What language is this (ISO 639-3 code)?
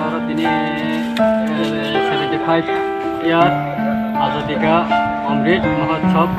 trp